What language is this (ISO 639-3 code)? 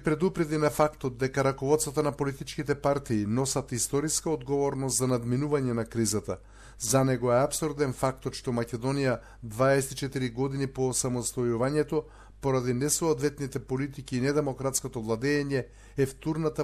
mkd